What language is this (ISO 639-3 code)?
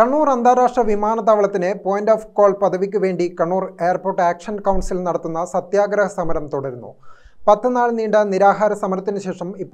mal